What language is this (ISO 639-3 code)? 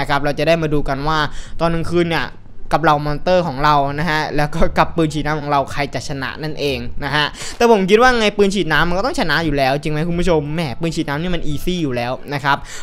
tha